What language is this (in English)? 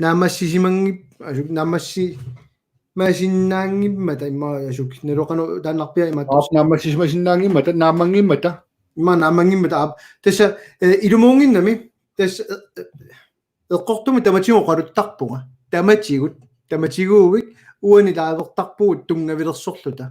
Kalaallisut